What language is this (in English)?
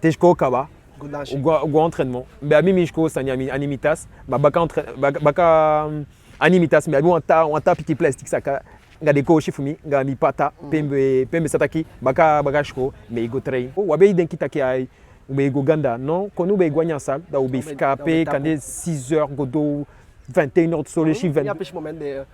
Eastern Maroon Creole